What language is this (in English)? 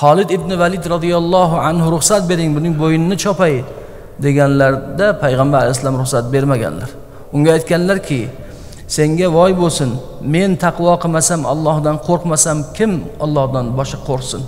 Uzbek